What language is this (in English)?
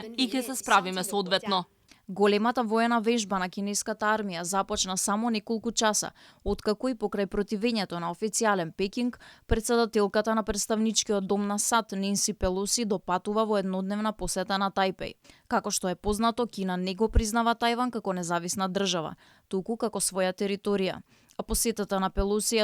Macedonian